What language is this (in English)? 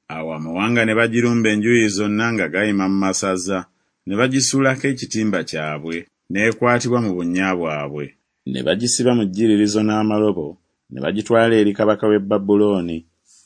Ganda